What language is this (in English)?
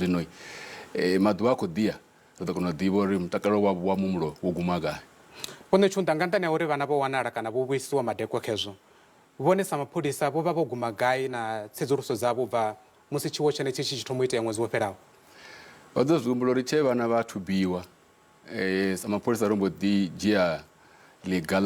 Venda